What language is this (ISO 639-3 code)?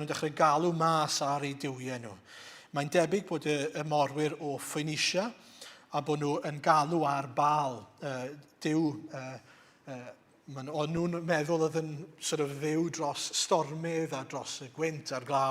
cym